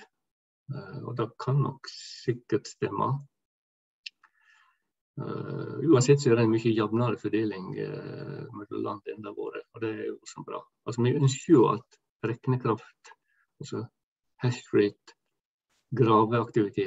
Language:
Norwegian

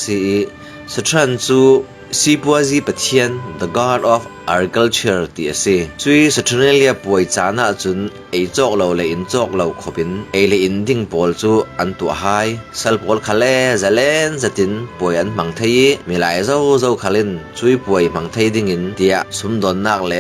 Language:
Falam Chin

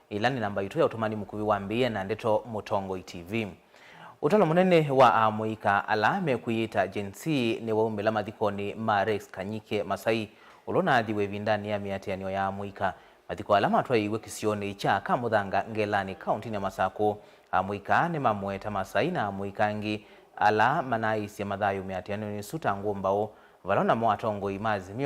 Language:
Kamba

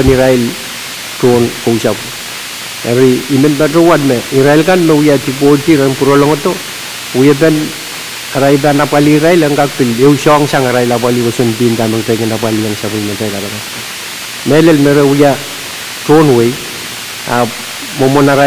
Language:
Pohnpeian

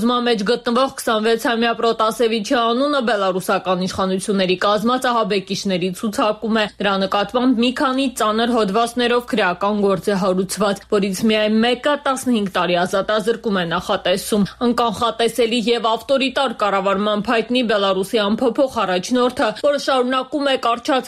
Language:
Armenian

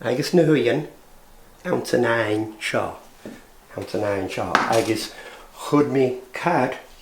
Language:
Scottish Gaelic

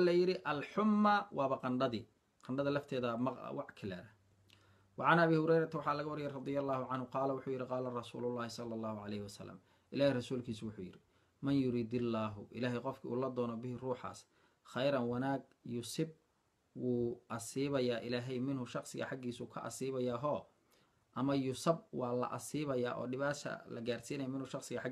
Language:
Somali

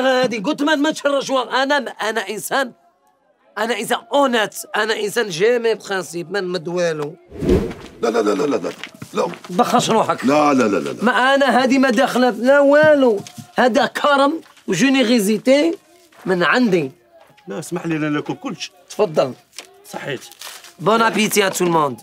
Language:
Algerian Arabic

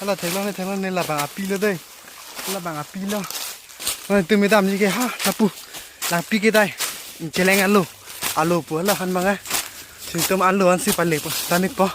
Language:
Karbi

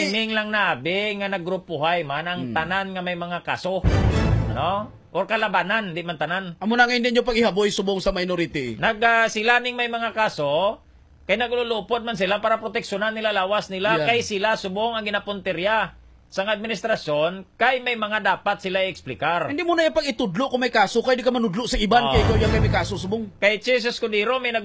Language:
Hiligaynon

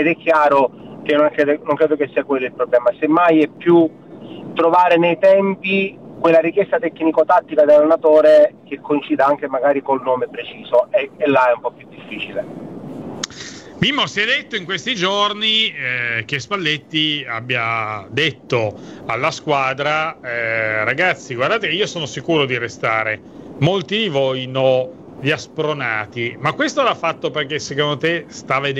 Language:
Italian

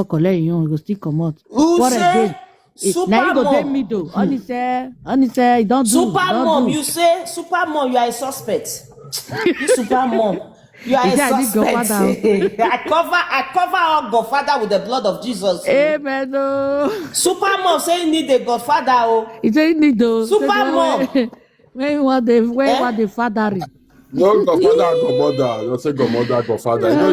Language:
Nigerian Pidgin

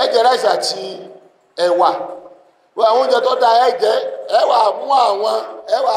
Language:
Yoruba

